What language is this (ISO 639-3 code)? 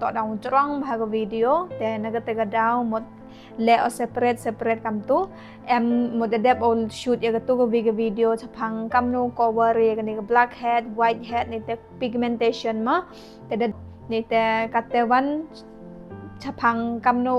kha